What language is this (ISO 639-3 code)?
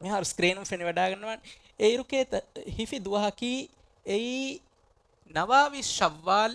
div